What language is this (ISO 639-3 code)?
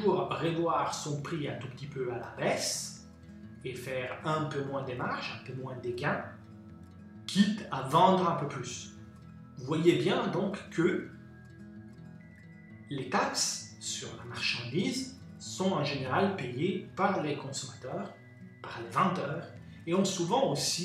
fra